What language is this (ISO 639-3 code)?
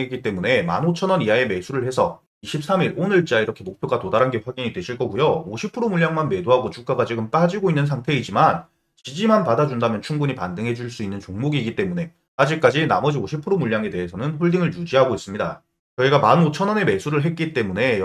kor